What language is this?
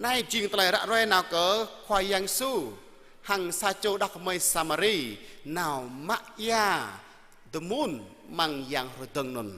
Jarai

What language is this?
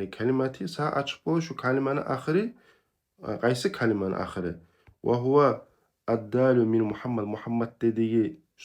Kumyk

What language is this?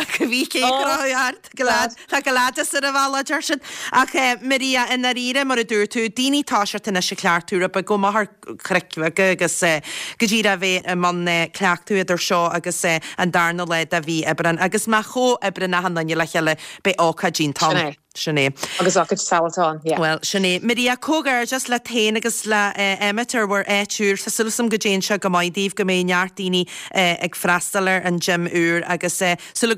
Irish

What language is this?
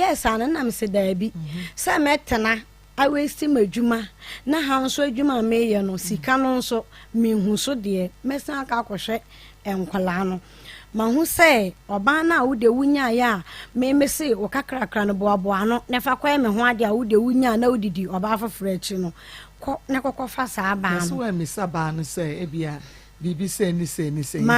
Akan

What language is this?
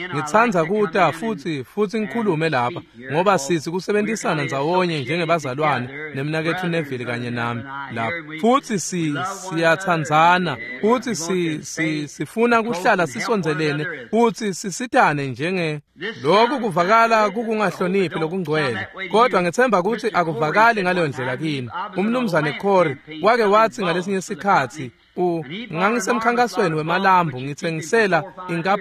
Swati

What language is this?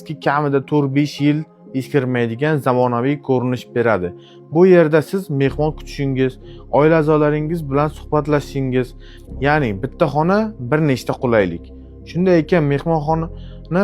Uzbek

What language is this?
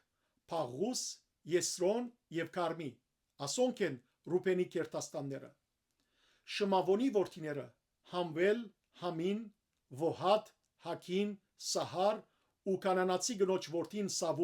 Western Armenian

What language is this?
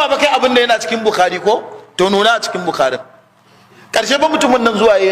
Hausa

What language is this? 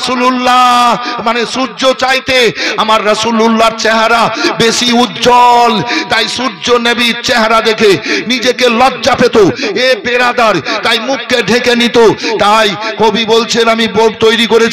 Bangla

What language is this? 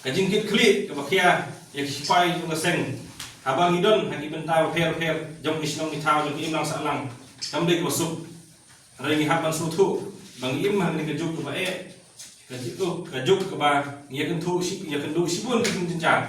Khasi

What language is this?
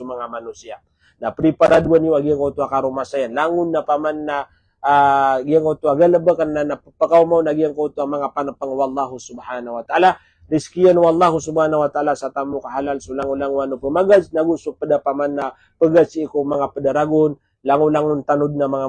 Maranao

